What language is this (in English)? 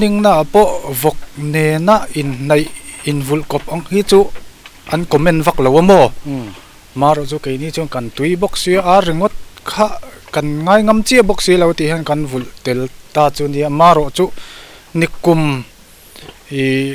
Mizo